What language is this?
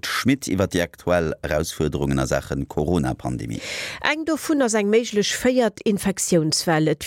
Luxembourgish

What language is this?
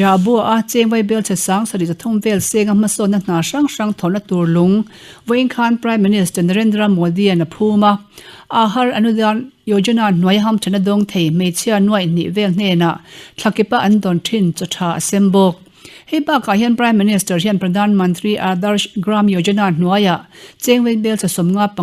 Mizo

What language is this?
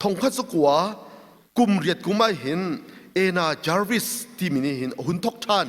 Hakha Chin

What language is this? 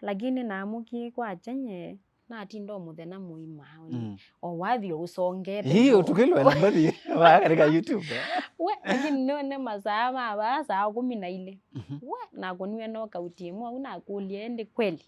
Kamba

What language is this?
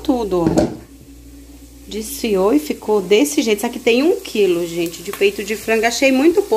Portuguese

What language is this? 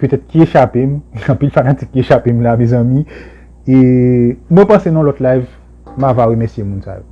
Haitian Creole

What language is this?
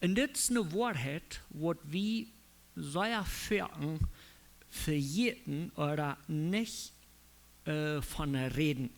Plautdietsch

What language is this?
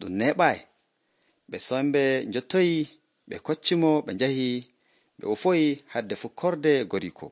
Nigerian Fulfulde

